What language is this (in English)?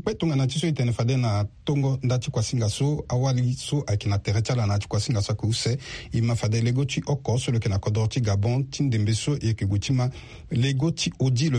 Sango